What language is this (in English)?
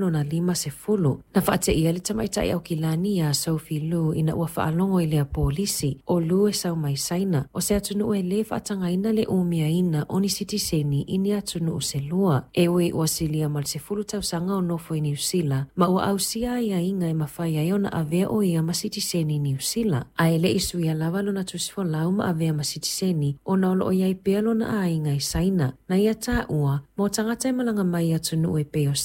Samoan